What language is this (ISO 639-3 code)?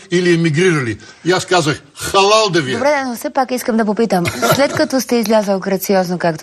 bul